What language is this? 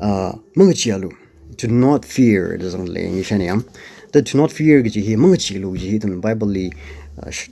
Tangkhul Naga (India)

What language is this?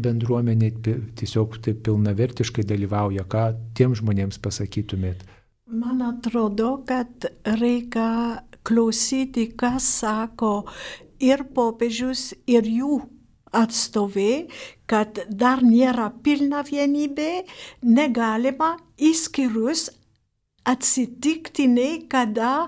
Lithuanian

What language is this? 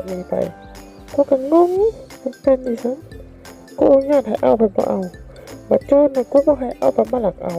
Northeastern Thai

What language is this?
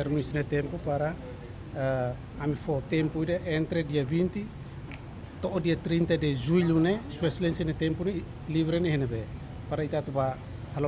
Tetum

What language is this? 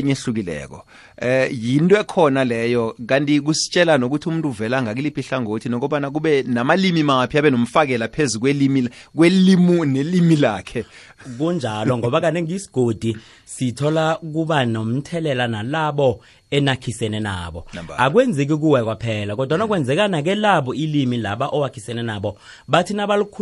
South Ndebele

